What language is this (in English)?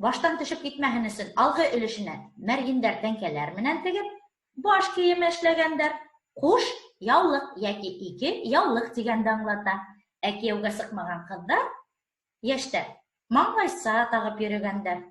Bashkir